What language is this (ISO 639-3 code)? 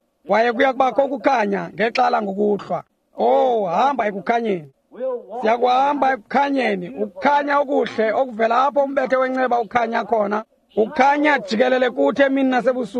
xho